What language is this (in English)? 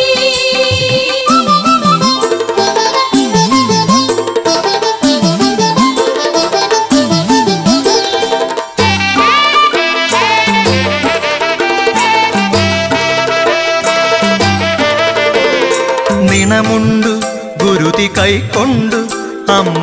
Malayalam